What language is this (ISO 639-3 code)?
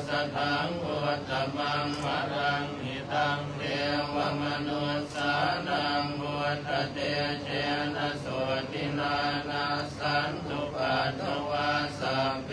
pli